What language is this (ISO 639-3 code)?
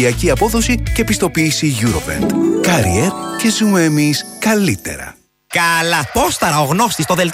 ell